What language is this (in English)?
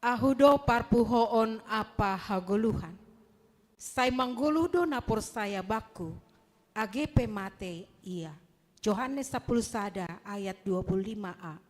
Batak Simalungun